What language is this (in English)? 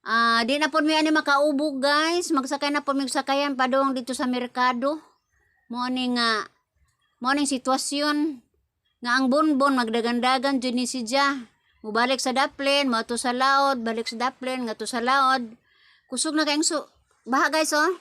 Cebuano